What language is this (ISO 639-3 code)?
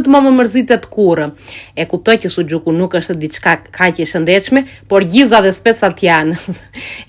sqi